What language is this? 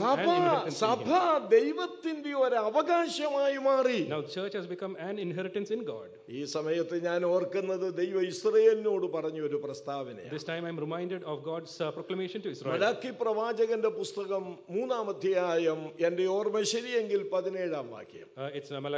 Malayalam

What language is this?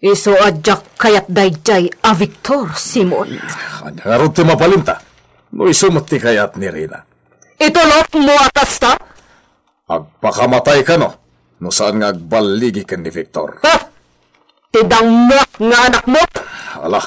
Iloko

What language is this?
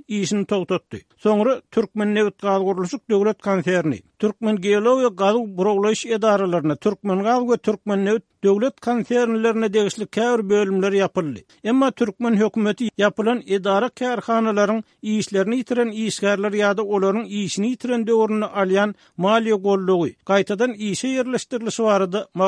Turkmen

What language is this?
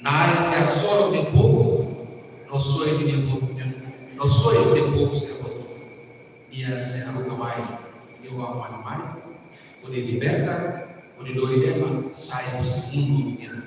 Tetum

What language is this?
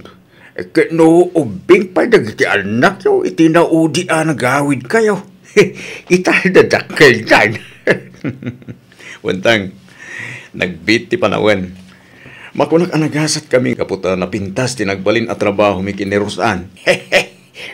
Iloko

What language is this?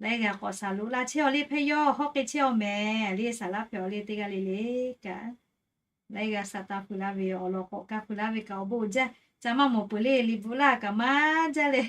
Lahu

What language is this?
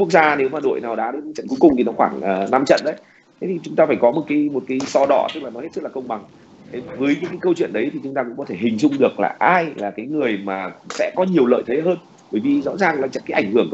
Vietnamese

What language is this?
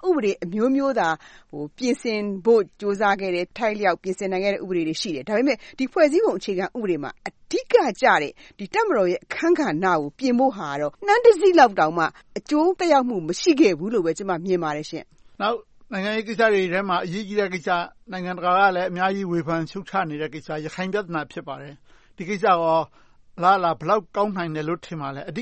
Burmese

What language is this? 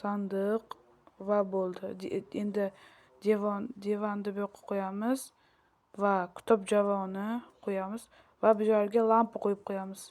Uzbek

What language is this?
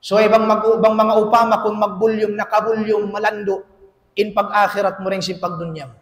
Tausug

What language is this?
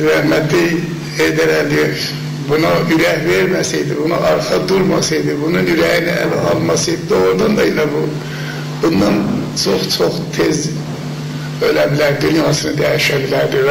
South Azerbaijani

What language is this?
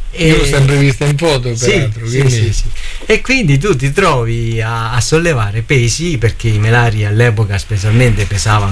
Italian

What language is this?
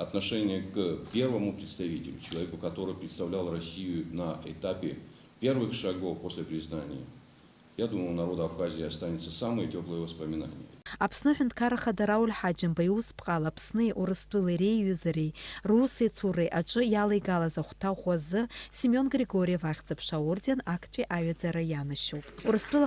Abkhazian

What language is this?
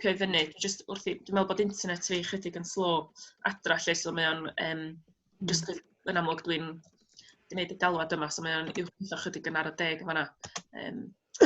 Welsh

